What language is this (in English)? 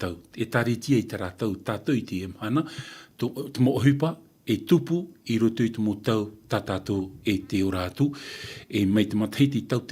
Tahitian